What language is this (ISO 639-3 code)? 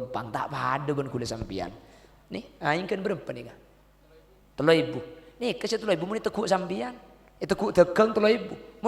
mad